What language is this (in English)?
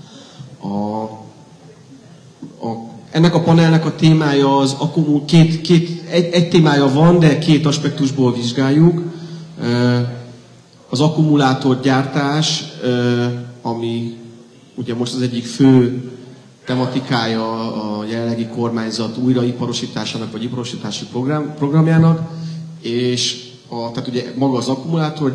Hungarian